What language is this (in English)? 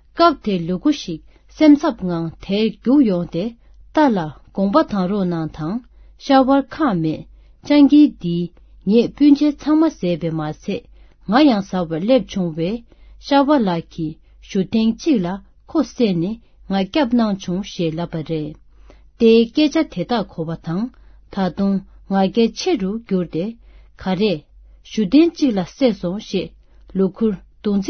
Tibetan